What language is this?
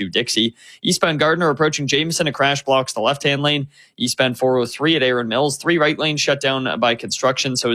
English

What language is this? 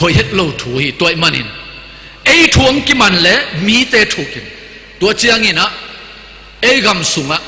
Tedim Chin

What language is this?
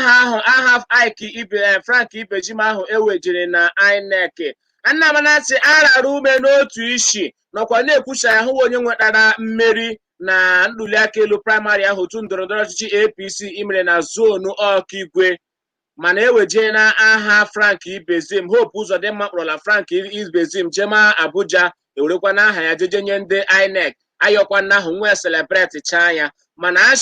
Igbo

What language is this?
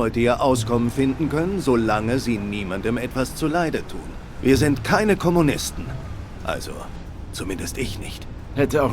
Swiss German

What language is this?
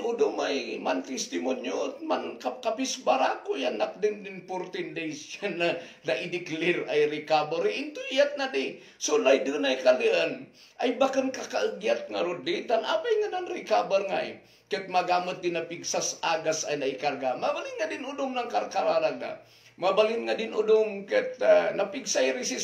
Kankanaey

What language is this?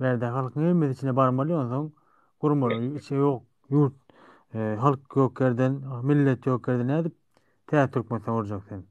Turkmen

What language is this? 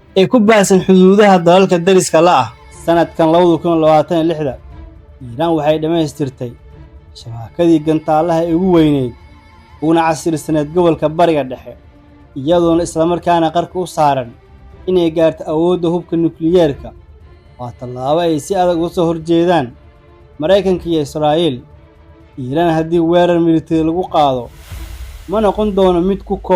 Somali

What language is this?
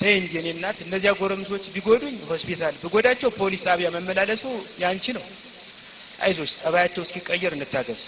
Amharic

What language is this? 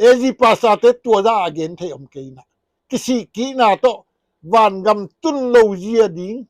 Tedim Chin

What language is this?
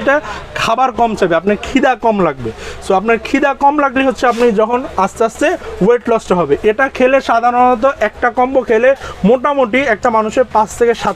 Bangla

